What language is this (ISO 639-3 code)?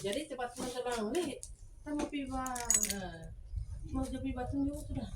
xmm